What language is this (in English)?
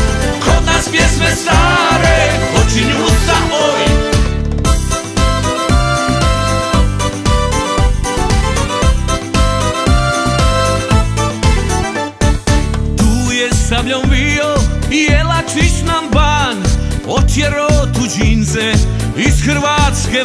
Croatian